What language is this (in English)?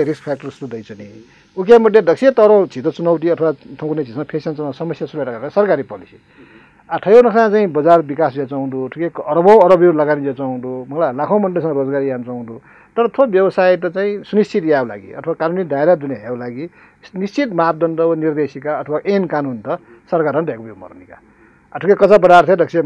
Newari